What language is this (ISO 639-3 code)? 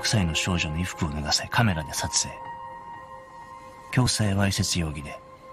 jpn